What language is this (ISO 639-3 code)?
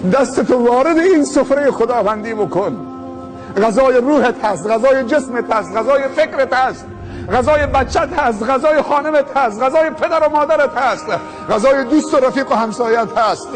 tgk